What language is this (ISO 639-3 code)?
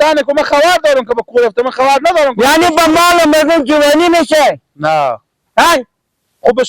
fas